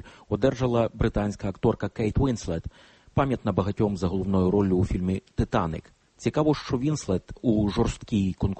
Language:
Ukrainian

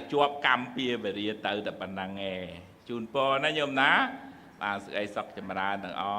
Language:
Khmer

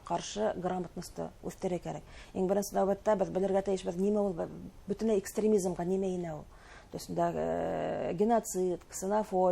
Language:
Bashkir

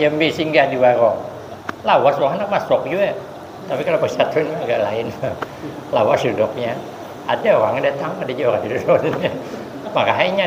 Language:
Banjar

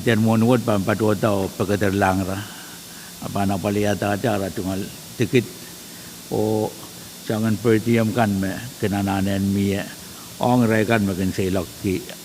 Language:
Pohnpeian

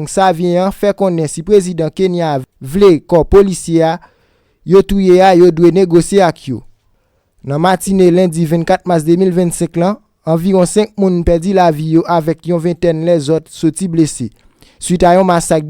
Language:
Haitian Creole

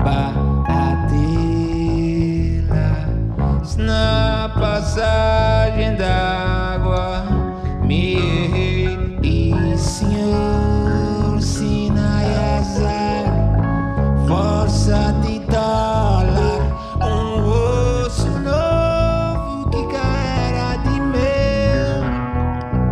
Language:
Portuguese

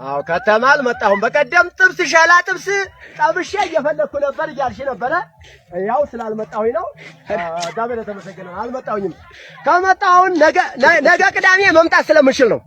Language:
Amharic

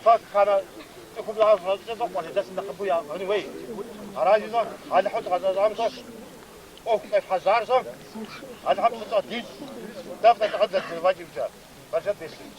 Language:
Kabardian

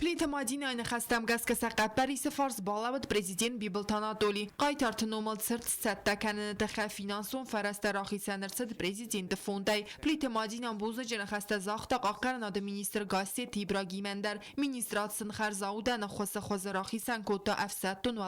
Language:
Ossetic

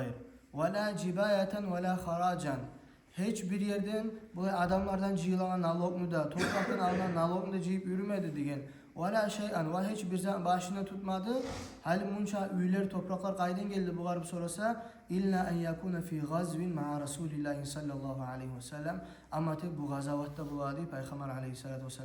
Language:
Kumyk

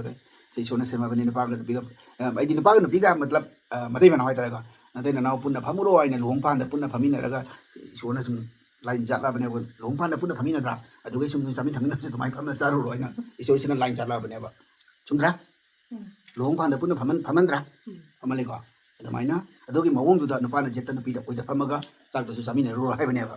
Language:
Manipuri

